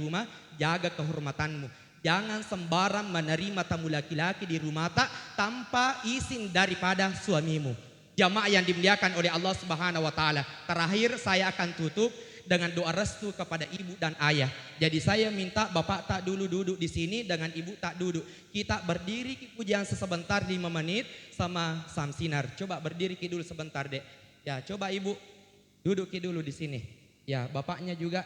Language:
Buginese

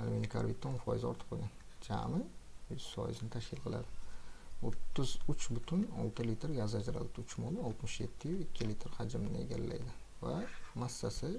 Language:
Uzbek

